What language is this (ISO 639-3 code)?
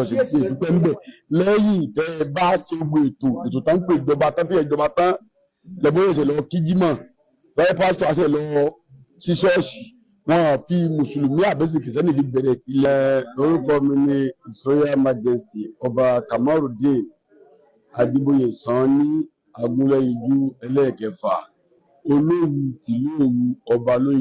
yor